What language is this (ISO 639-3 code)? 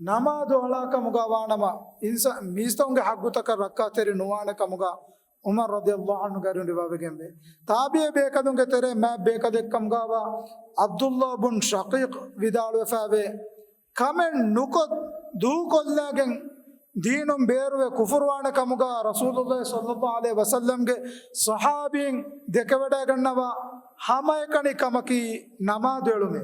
div